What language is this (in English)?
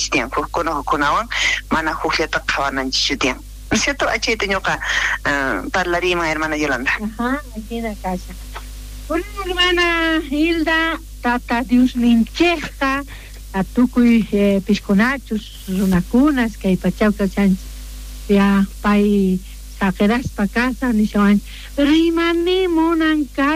South Bolivian Quechua